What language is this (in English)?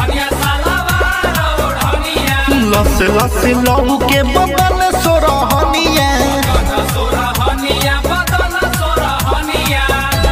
Bhojpuri